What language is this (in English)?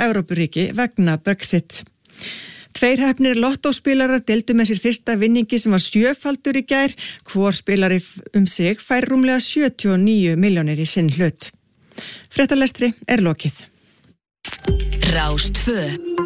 Icelandic